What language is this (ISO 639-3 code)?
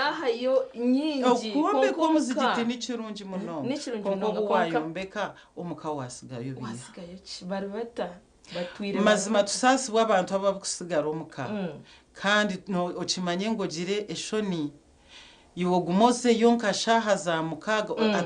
nyn